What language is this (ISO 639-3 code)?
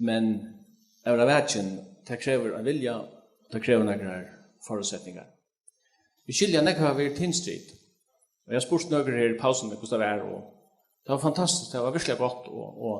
fao